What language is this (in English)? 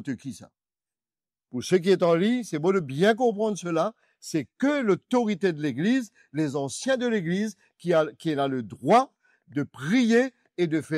Morisyen